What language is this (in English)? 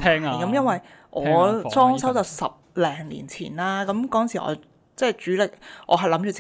Cantonese